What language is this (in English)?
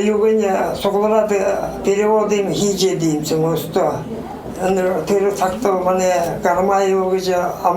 Buriat